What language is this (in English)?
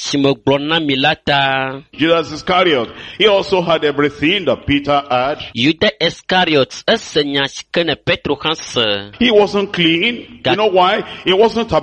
Ewe